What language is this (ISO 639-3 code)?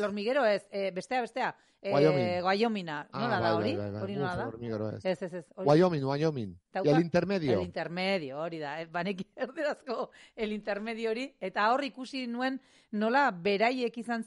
eus